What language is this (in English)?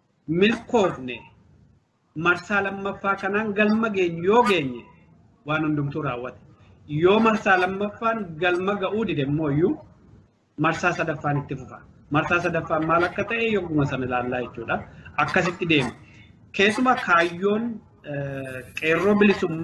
Oromo